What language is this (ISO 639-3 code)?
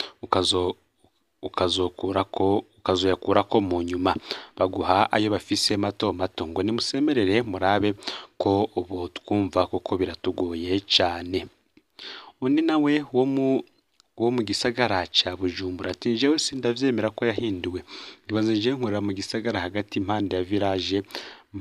run